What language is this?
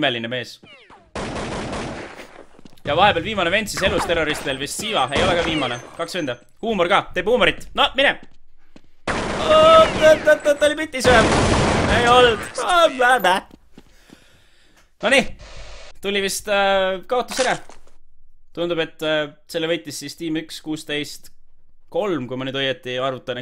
Estonian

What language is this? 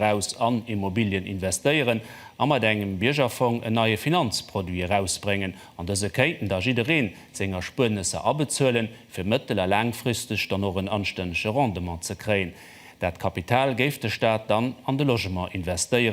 Luxembourgish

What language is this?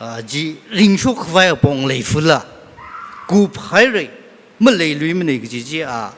Tangkhul Naga (India)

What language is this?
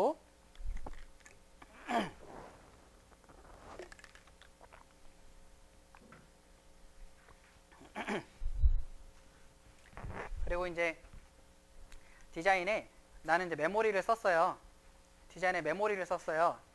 Korean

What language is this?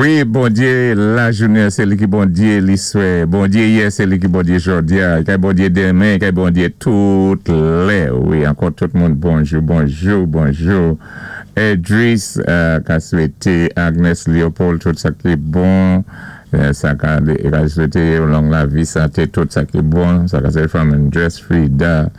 Saint Lucian Creole French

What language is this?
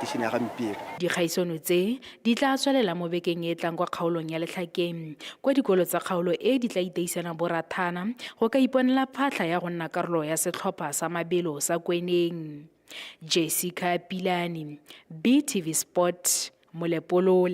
Tswana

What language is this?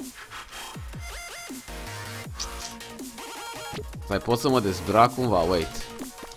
Romanian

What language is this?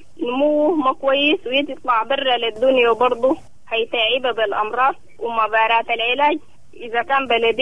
Sudanese Arabic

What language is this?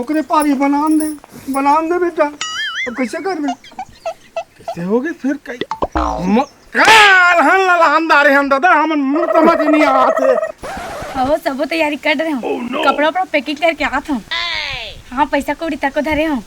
Chhattisgarhi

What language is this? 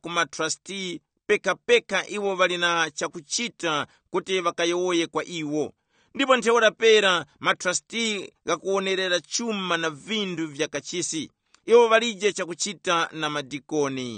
Tumbuka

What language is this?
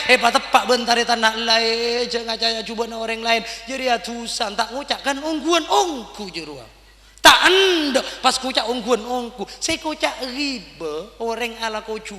Madurese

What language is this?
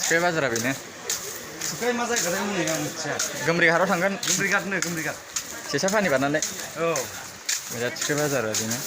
Bodo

